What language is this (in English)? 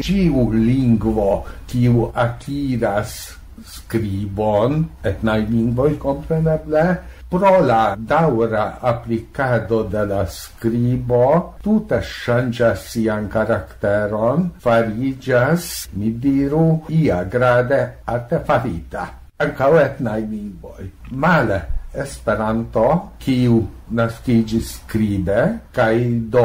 Esperanto